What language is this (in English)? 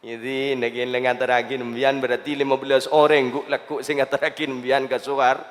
Madurese